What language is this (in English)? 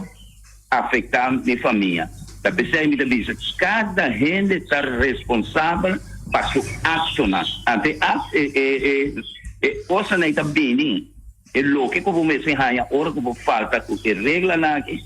Papiamento